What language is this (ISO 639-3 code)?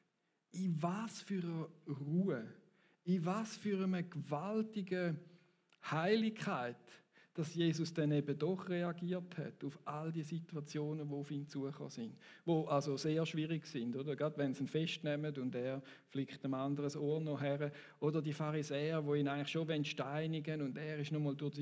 gsw